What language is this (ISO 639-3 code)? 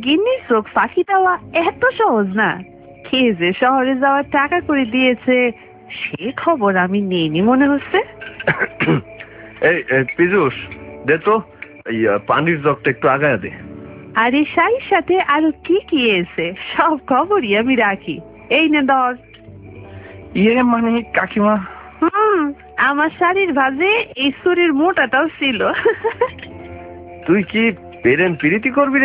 ben